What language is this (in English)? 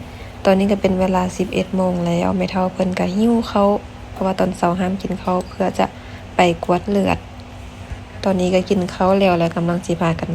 Lao